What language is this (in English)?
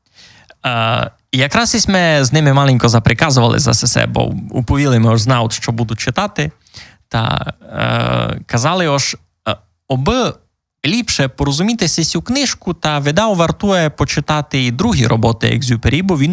Rusyn